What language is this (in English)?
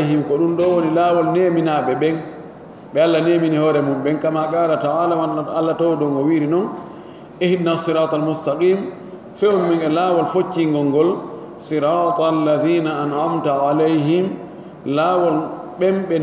Pular